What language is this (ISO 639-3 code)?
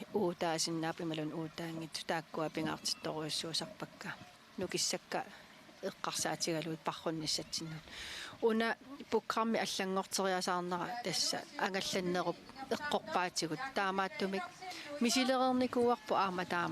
kal